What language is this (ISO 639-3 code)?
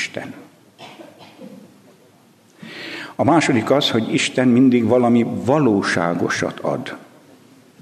hun